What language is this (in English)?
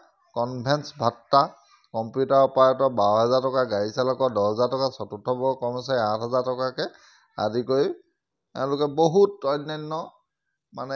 Assamese